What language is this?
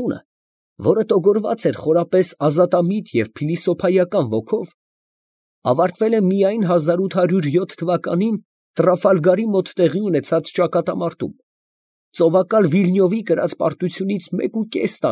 Armenian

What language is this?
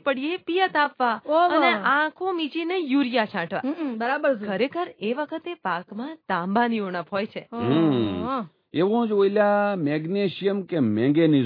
Gujarati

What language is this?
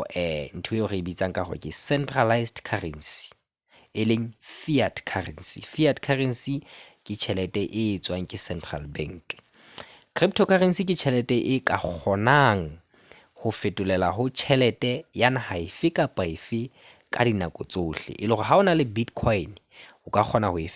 Southern Sotho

